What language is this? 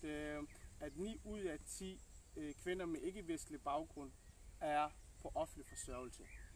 Danish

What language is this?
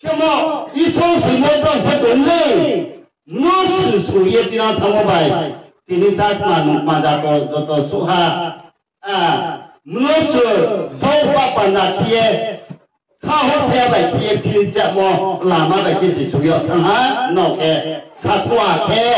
Riang (India)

